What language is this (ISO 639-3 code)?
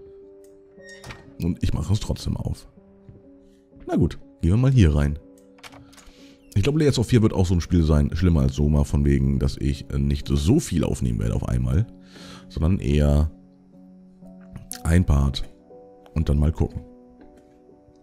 deu